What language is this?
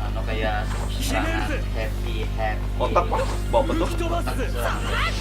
Banjar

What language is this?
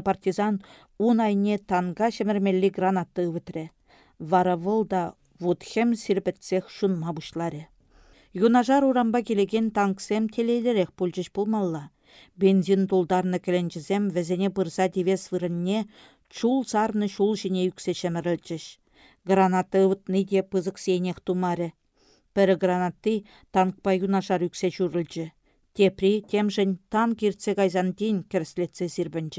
Chuvash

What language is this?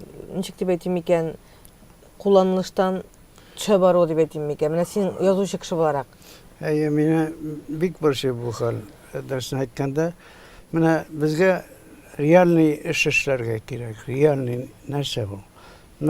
Tatar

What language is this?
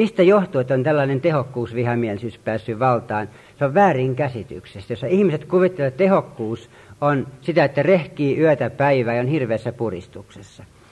Finnish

